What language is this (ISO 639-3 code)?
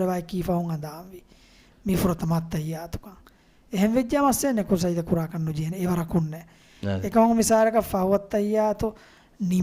div